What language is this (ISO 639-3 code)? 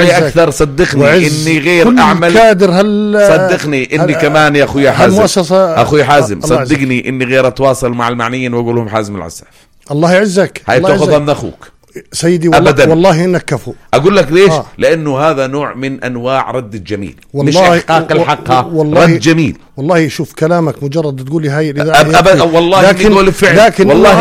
apc